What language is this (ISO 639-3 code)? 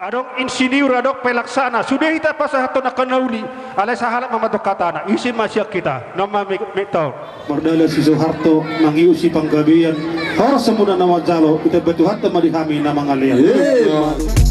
bbc